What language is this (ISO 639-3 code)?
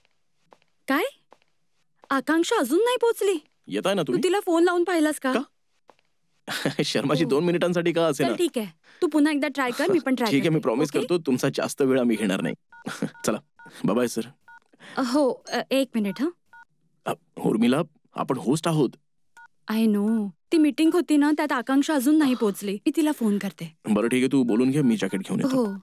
mar